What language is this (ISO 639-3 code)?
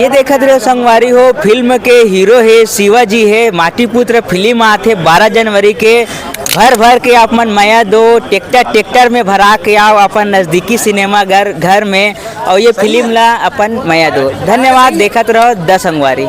hne